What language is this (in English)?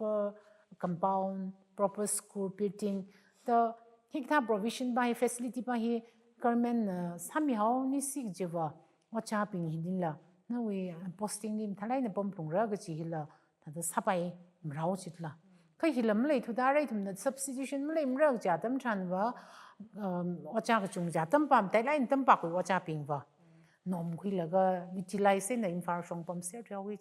Tangkhul Naga (India)